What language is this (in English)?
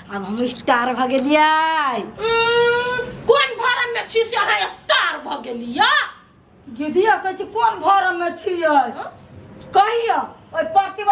Maithili